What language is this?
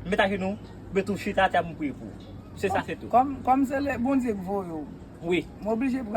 Haitian Creole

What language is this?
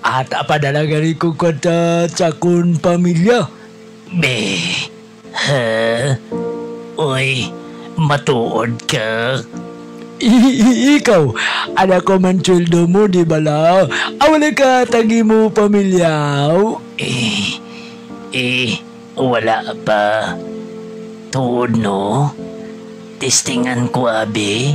Hiligaynon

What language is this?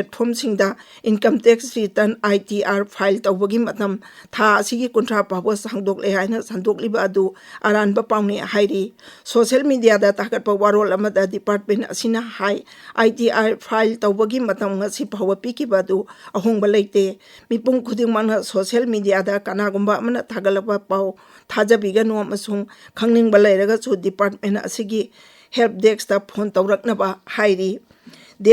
Manipuri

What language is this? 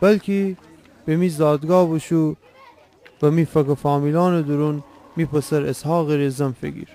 Gilaki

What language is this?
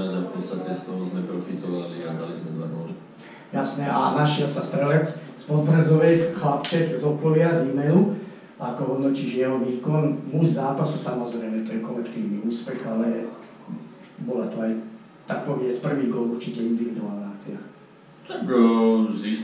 Slovak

